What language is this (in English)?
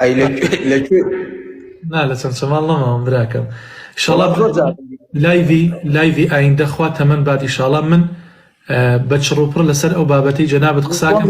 Central Kurdish